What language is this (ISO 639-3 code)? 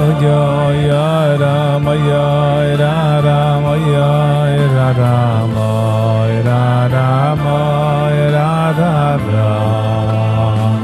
yid